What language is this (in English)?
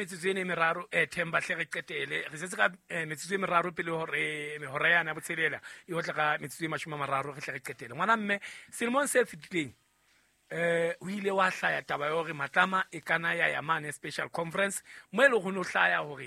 Southern Sotho